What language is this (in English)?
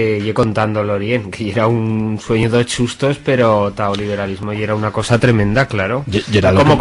Aragonese